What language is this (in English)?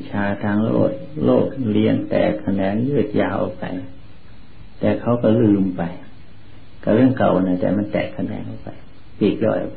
Thai